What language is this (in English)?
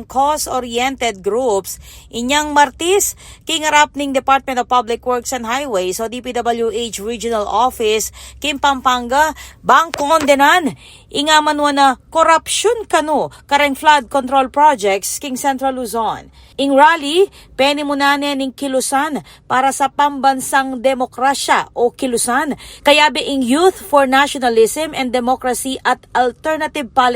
Pampanga